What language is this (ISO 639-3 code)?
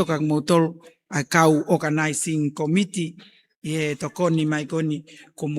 ton